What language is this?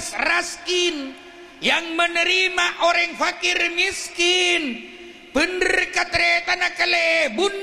Madurese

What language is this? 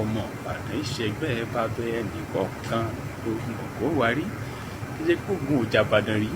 Yoruba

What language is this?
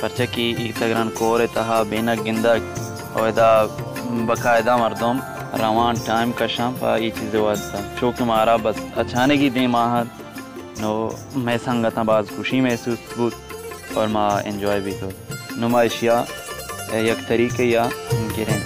Baluchi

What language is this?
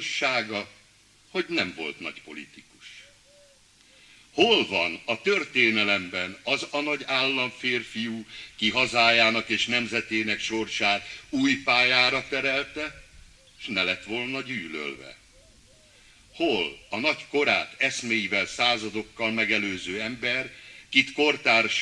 Hungarian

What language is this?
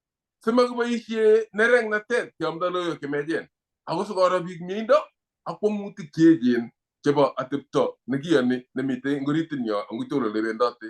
Kalenjin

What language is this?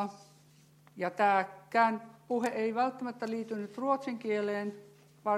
Finnish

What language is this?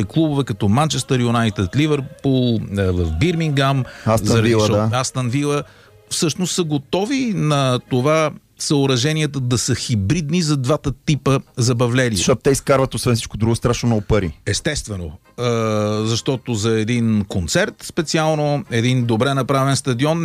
Bulgarian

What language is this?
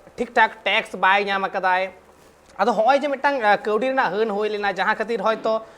Santali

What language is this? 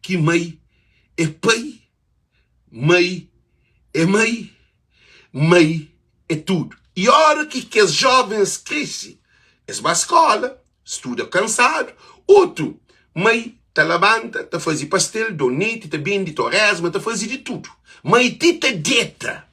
Kabuverdianu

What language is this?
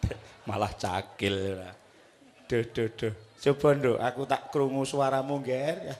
Javanese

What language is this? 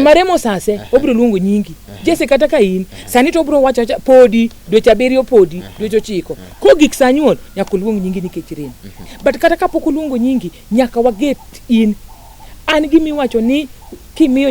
Luo (Kenya and Tanzania)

